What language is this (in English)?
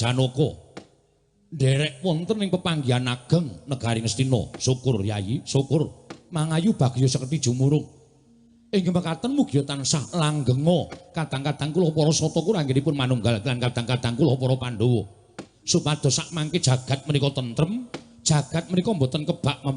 Javanese